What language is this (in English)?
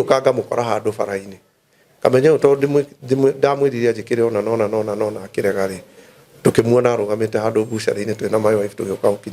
Kikuyu